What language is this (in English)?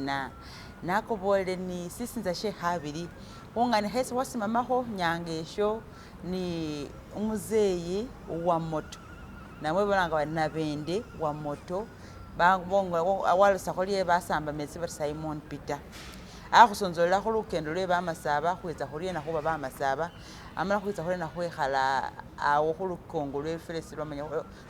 Masaaba